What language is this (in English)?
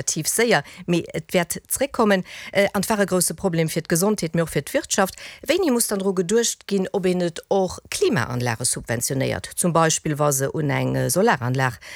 Luxembourgish